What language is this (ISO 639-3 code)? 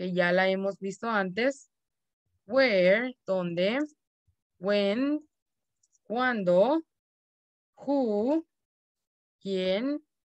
spa